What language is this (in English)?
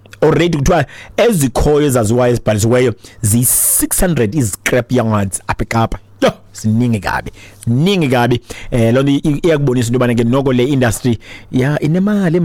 Xhosa